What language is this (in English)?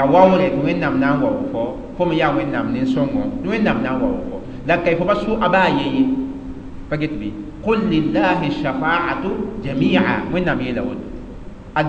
Mossi